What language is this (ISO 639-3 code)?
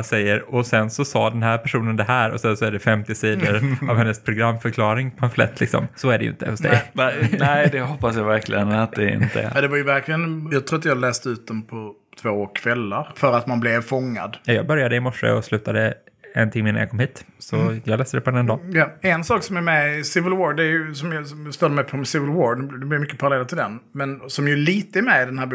swe